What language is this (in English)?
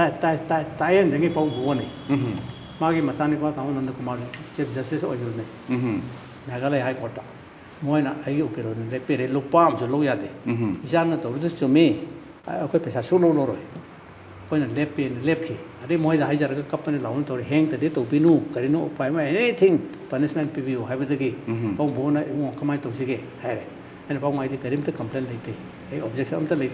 Manipuri